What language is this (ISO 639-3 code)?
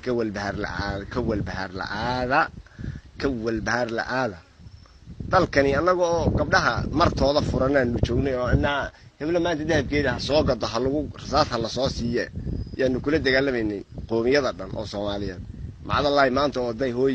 som